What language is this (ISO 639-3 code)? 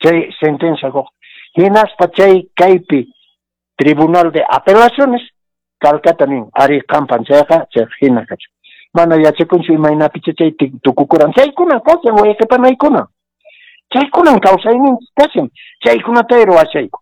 que